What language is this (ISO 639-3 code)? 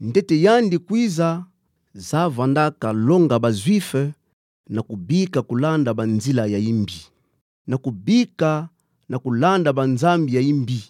ktu